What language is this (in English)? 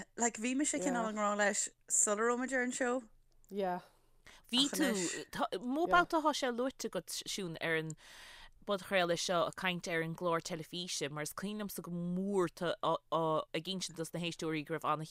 Irish